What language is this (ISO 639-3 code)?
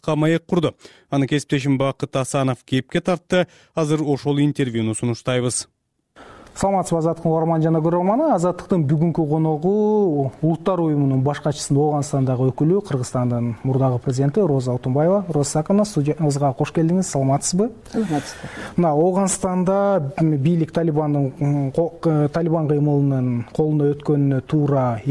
kir